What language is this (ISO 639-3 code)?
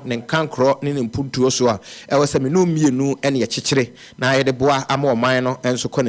aka